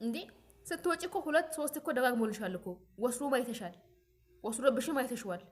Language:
Amharic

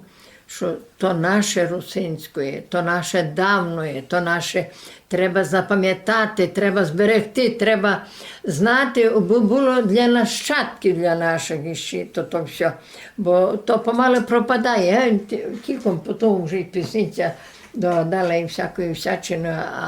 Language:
Rusyn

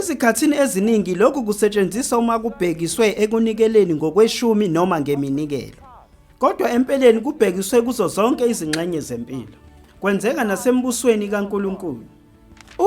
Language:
Zulu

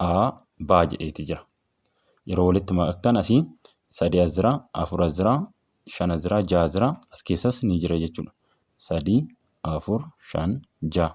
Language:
Oromo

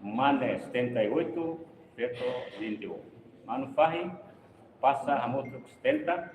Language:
Tetum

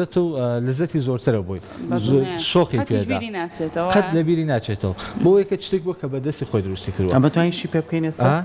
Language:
Central Kurdish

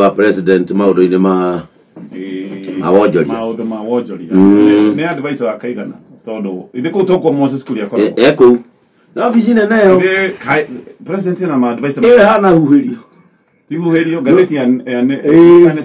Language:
Kikuyu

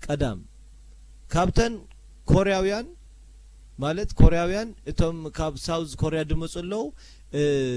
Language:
Tigrinya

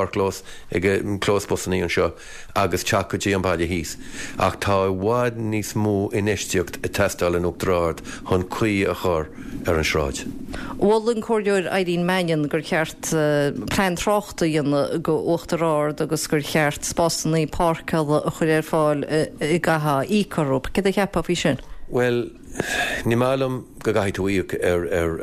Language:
Irish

